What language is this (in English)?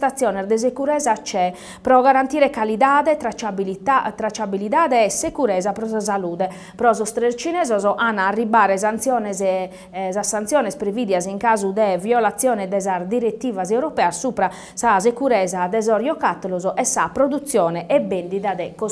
Sardinian